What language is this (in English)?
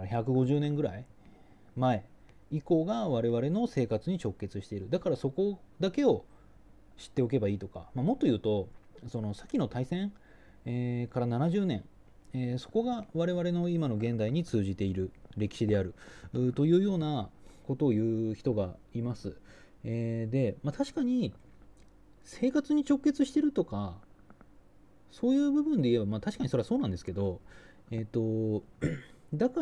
Japanese